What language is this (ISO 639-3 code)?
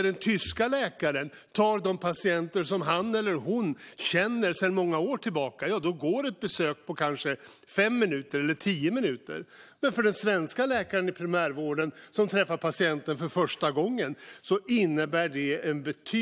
swe